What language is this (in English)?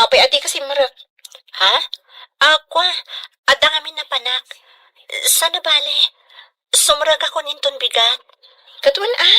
Iloko